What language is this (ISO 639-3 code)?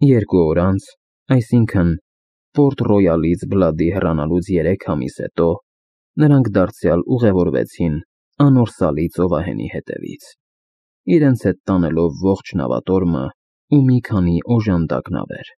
hye